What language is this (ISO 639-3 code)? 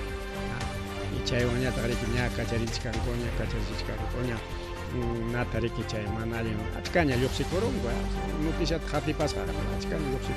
quy